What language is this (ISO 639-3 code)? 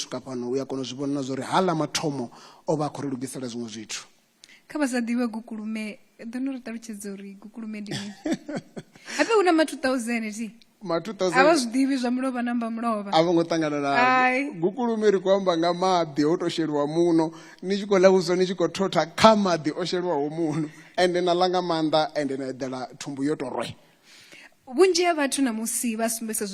ven